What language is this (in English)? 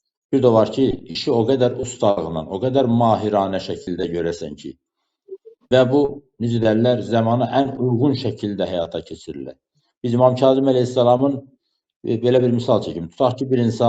Azerbaijani